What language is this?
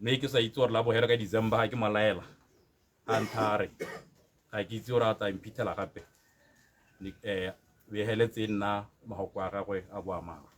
Tswana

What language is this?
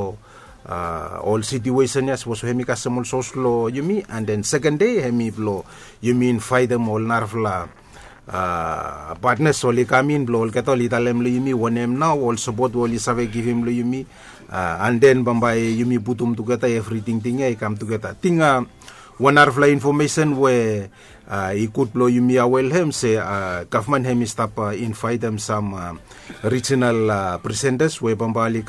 Bislama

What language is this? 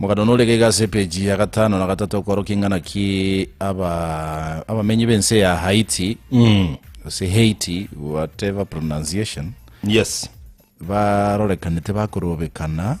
Gusii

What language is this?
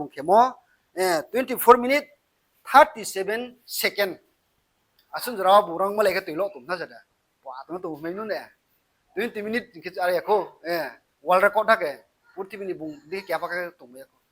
Riang (India)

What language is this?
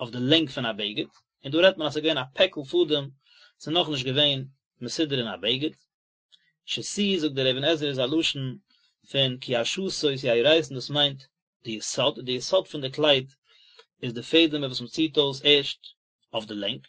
Yiddish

